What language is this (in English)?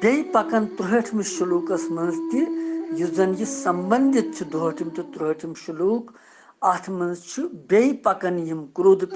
Kashmiri